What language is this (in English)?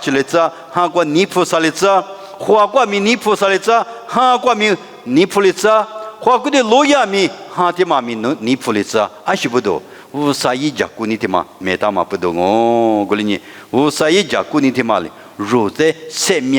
Lisu